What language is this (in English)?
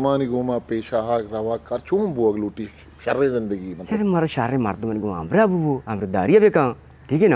Eastern Balochi